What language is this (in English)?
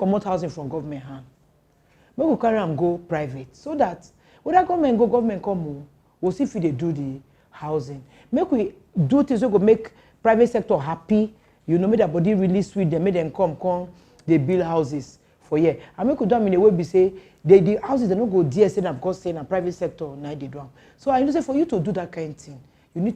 Nigerian Pidgin